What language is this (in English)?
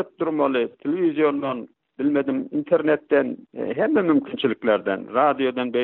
Turkmen